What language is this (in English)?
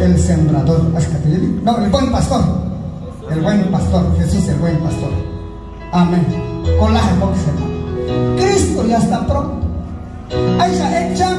Q'anjob'al